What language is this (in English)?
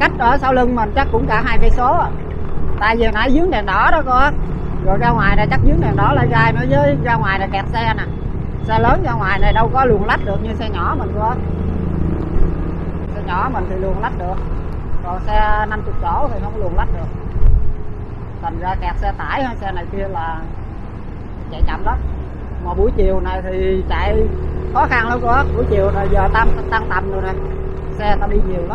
Vietnamese